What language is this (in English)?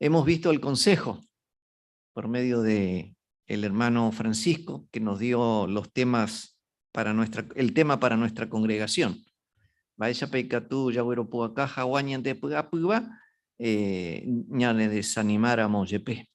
Guarani